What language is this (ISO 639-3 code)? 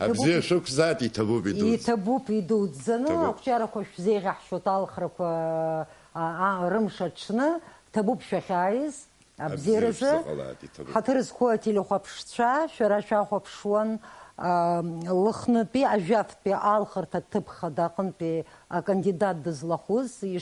abk